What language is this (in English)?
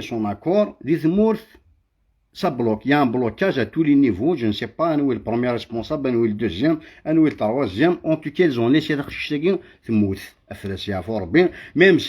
Kabyle